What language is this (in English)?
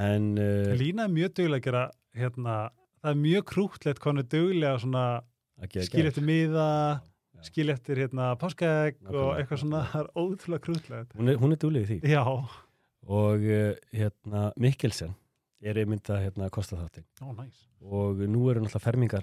Icelandic